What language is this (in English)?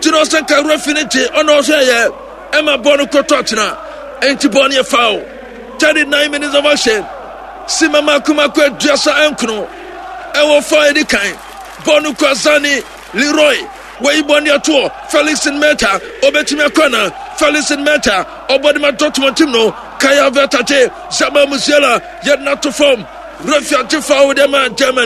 Akan